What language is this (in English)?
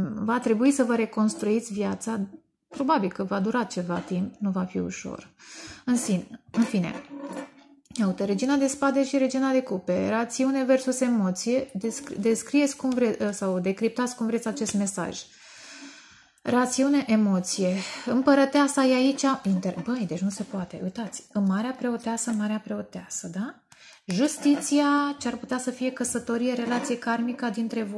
Romanian